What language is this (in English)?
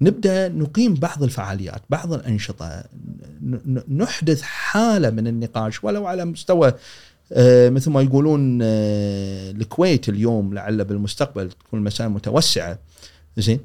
Gulf Arabic